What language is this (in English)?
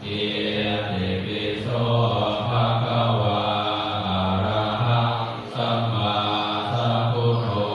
Pali